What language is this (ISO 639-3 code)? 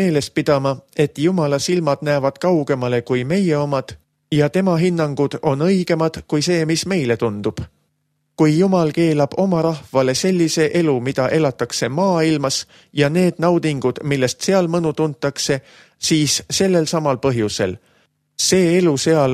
est